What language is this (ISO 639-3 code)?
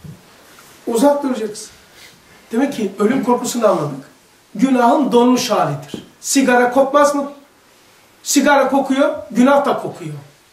tur